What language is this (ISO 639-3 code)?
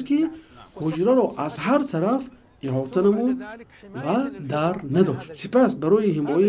tgk